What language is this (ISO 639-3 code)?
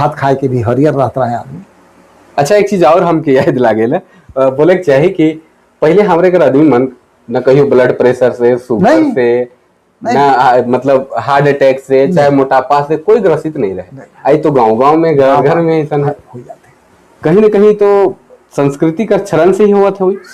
sck